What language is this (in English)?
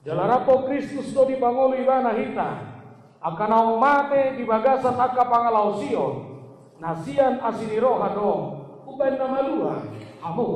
Batak Toba